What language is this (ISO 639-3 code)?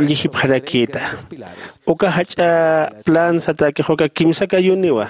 aym